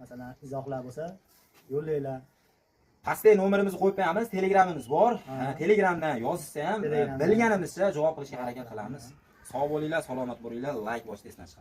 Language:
Uzbek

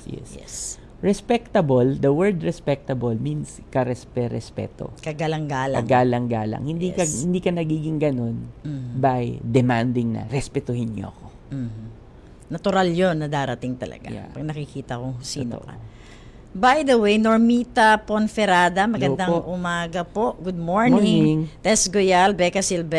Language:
Filipino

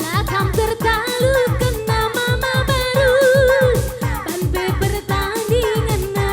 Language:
Batak Karo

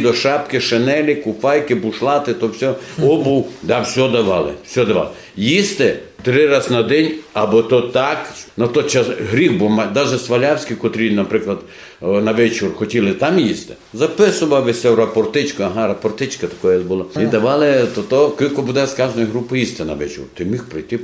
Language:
Rusyn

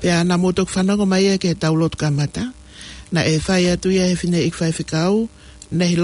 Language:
Tongan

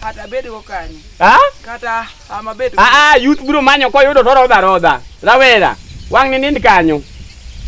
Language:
Luo (Kenya and Tanzania)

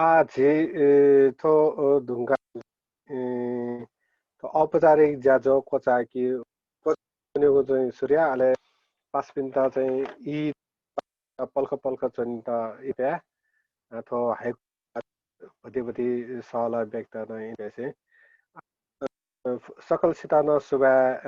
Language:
Newari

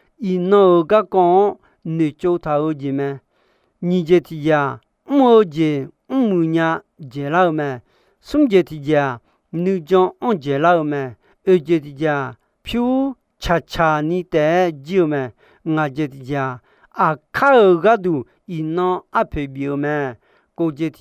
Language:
Akha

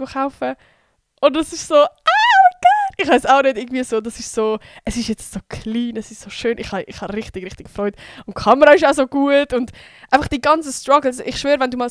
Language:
Swiss German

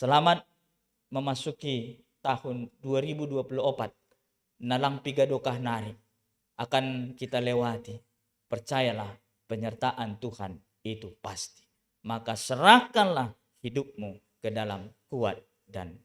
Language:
Batak Simalungun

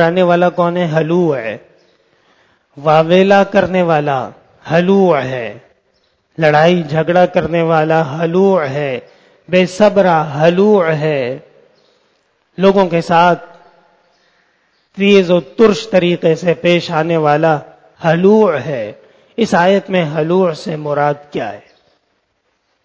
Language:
Urdu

